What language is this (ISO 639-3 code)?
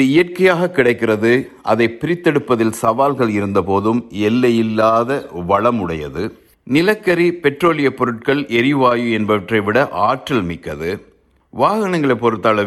tam